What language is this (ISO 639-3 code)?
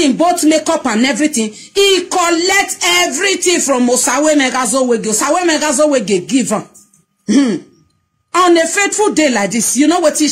pcm